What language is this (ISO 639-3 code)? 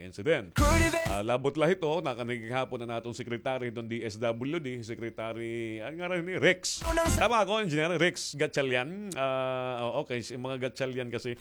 war